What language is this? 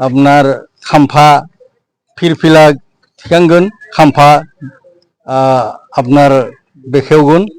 Bodo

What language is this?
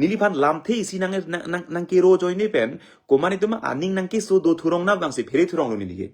Karbi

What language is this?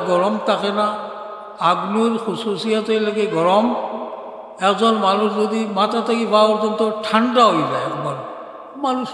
Sylheti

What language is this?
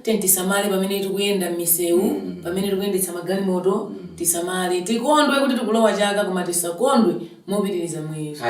Nyanja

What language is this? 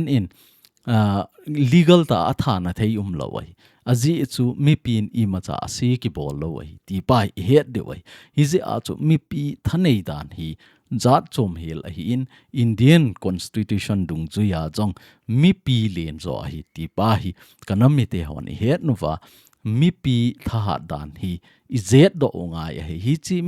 Thado Chin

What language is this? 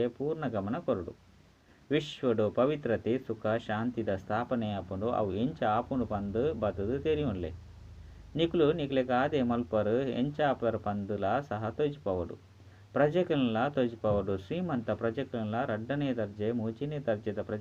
Tulu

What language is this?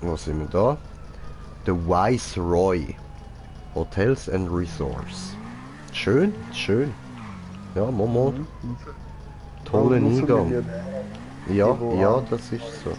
Swiss German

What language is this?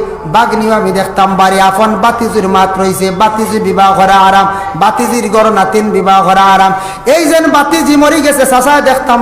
Sylheti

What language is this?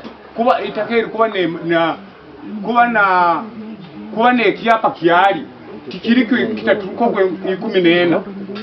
Nyankole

